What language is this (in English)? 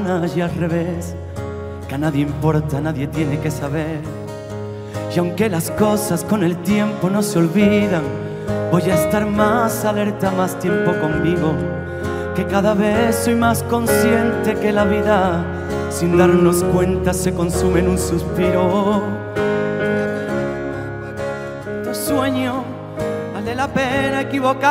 Spanish